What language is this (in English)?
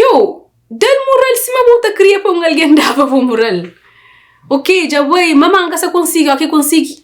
Kabuverdianu